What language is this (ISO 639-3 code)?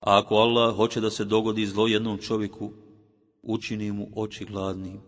bos